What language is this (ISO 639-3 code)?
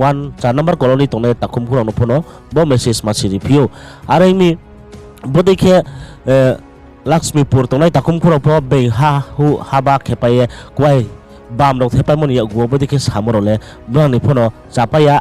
ria